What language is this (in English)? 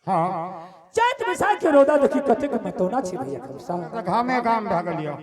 Angika